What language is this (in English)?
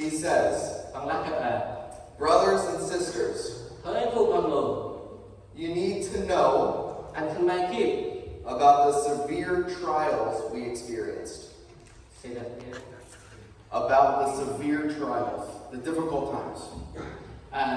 Central Mnong